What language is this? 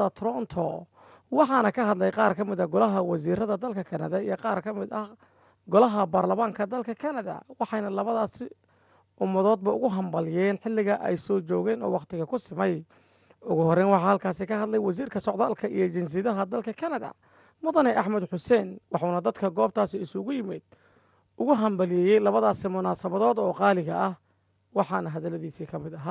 Somali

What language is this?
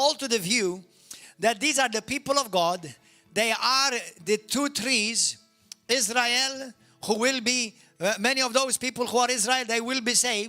English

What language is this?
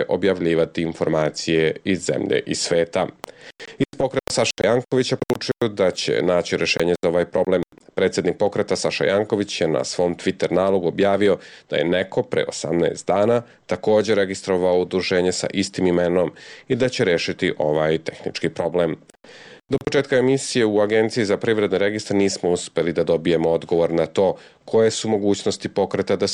Serbian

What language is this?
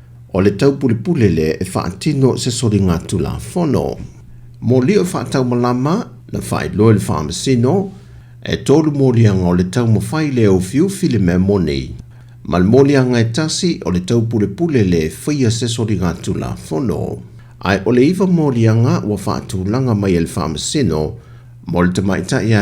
Samoan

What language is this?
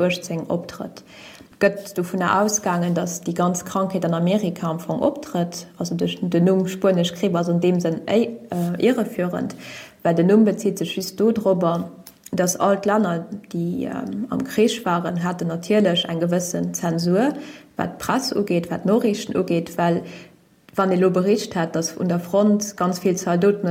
Luxembourgish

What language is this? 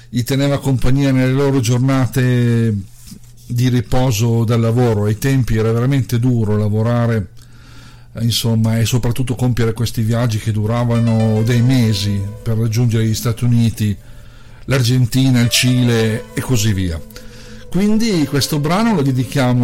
Italian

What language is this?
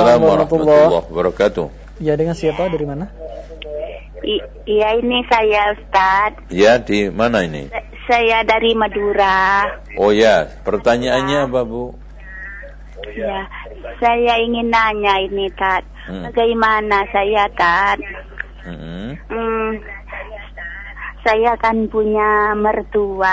Indonesian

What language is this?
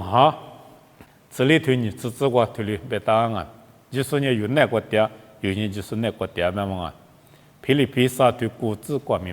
Lisu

